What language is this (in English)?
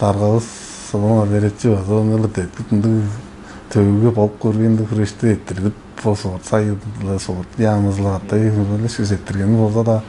Tuvinian